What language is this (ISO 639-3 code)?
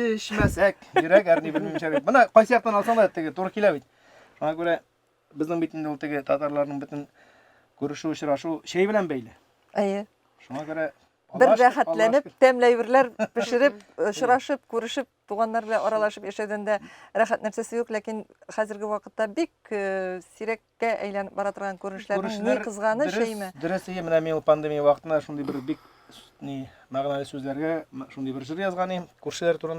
tat